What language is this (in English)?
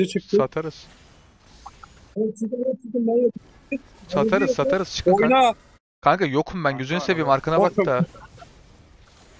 Turkish